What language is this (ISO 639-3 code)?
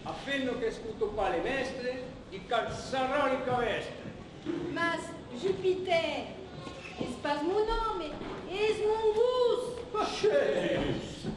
oci